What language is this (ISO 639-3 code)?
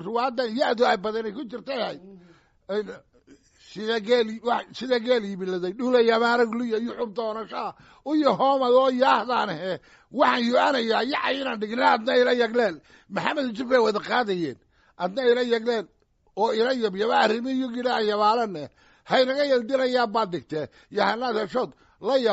som